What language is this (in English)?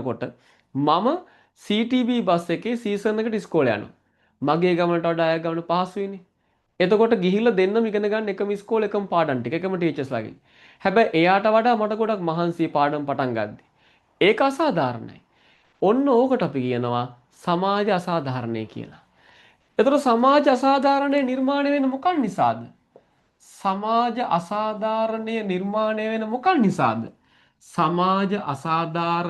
Sinhala